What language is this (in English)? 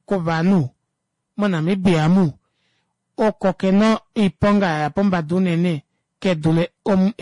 Kuanyama